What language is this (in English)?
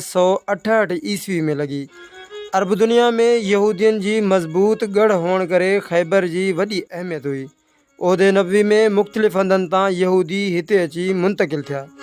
Sindhi